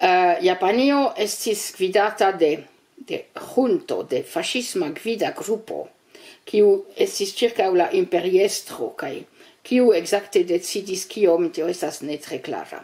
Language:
Esperanto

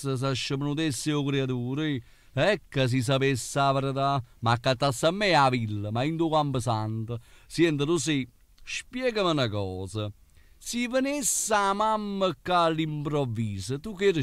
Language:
Neapolitan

